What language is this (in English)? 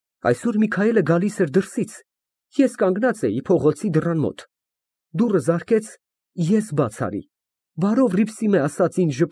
Armenian